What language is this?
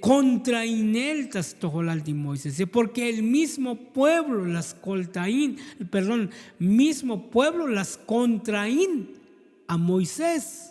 Tzotzil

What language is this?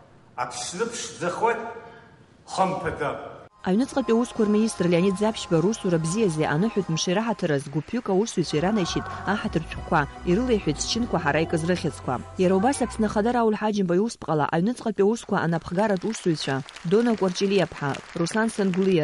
Abkhazian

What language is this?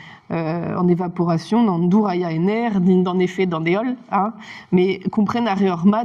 Breton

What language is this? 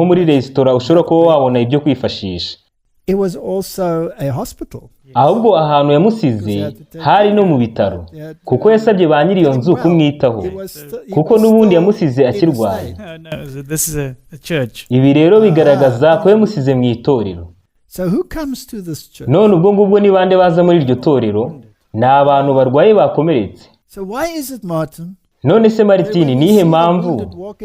Kinyarwanda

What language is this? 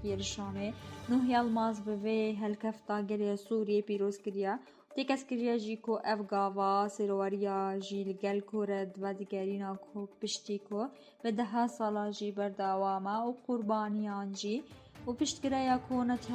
Kurdish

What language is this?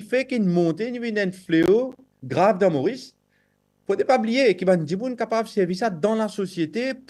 Morisyen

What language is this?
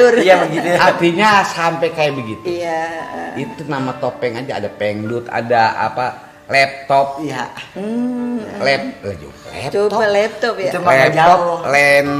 Betawi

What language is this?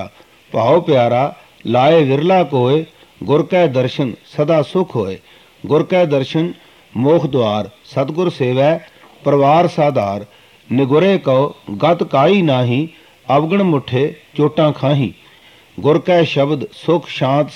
Punjabi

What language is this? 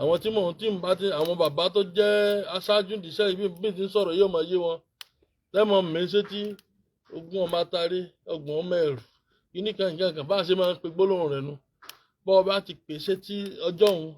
Yoruba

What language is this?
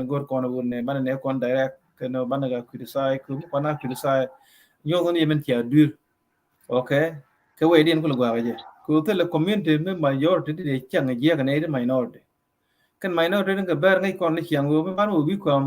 Nuer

